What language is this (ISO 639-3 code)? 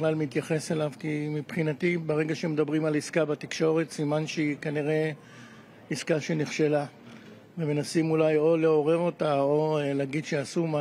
heb